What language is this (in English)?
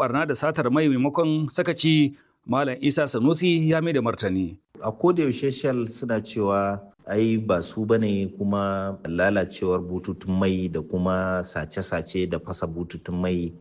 Hausa